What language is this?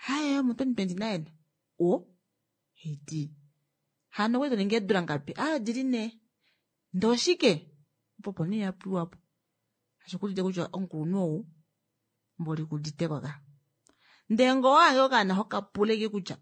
Kuanyama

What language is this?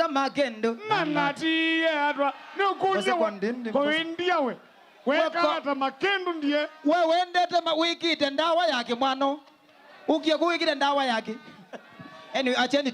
Kamba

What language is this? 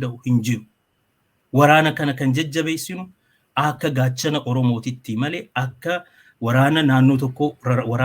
Oromo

